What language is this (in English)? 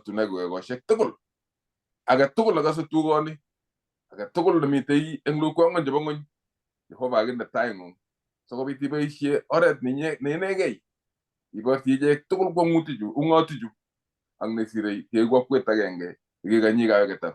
Kalenjin